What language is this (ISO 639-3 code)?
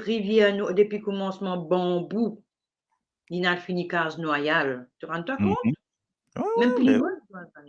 mfe